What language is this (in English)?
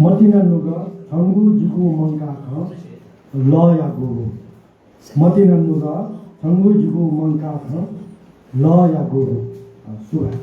Newari